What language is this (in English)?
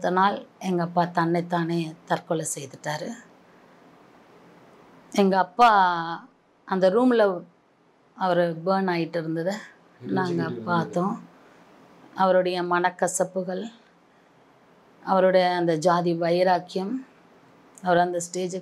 Tamil